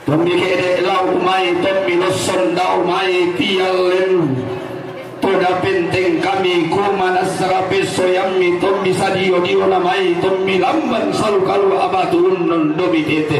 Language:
Toraja-Sa'dan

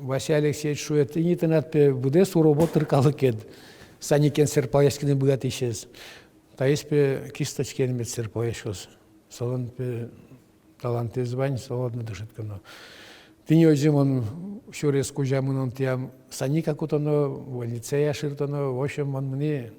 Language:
Udmurt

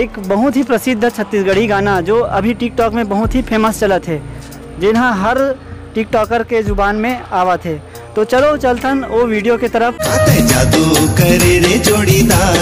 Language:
Chhattisgarhi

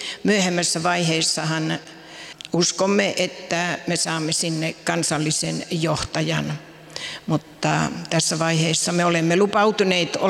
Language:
Finnish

